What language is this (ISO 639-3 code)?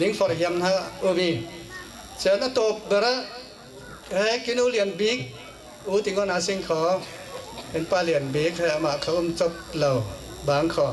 cfm